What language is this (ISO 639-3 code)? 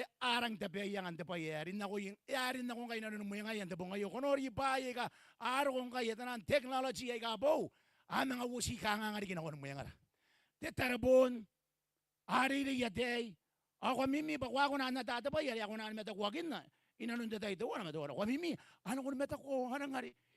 gil